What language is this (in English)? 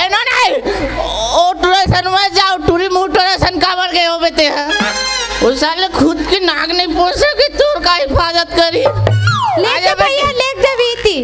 Chhattisgarhi